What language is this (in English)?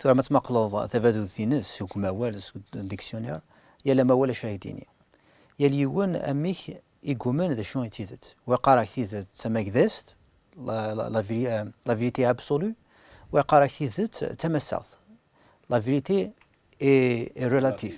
Kabyle